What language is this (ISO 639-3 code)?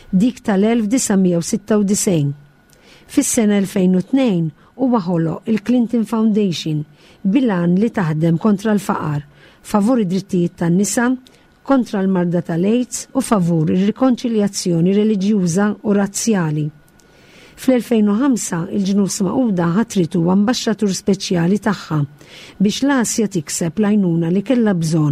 mlt